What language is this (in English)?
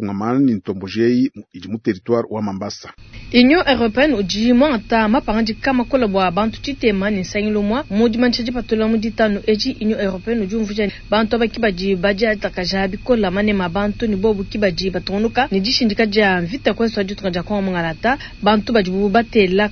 Luba-Lulua